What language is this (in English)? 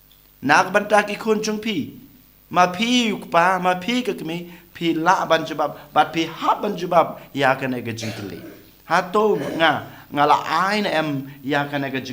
Khasi